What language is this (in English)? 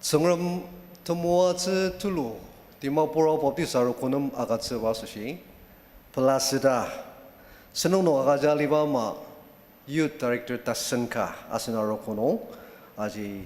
Ao Naga